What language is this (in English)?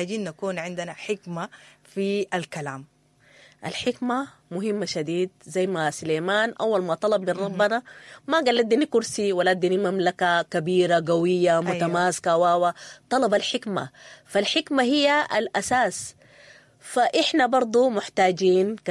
Sudanese Arabic